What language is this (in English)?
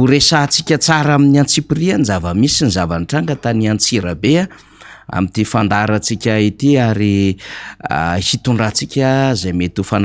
Malagasy